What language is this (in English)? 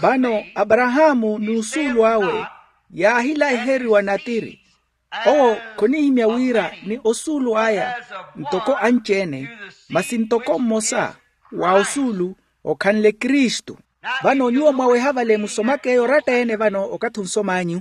Makhuwa